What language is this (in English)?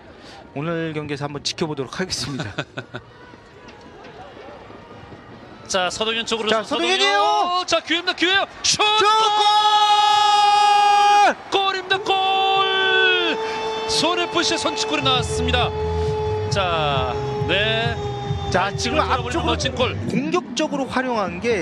Korean